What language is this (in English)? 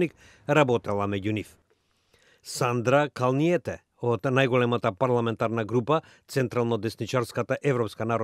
Macedonian